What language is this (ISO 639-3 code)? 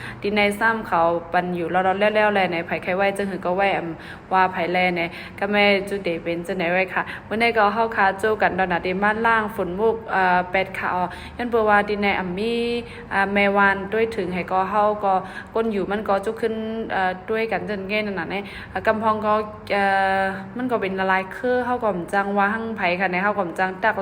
shn